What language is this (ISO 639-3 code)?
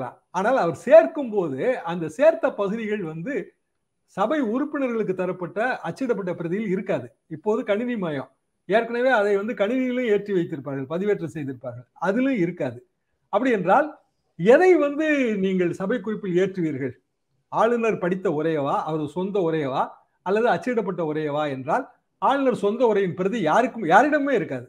tam